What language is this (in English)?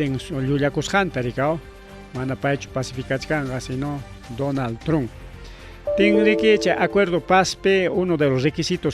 Ayacucho Quechua